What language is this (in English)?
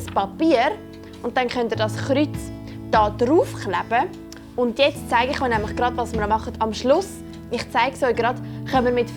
Swiss German